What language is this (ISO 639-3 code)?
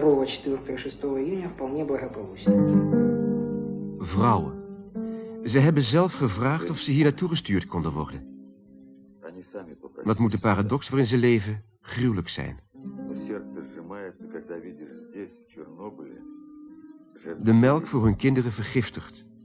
nld